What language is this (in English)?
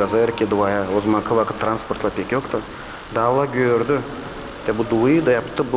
Gagauz